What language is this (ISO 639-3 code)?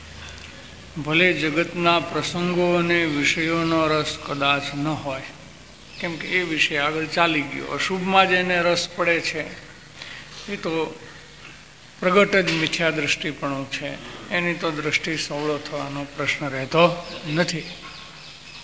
guj